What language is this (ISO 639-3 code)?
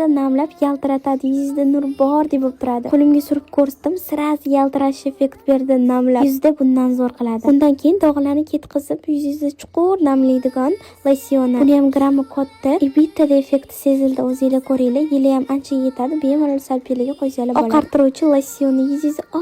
uzb